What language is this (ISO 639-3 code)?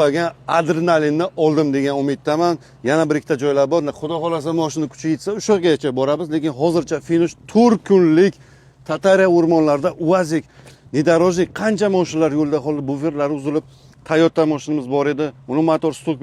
uzb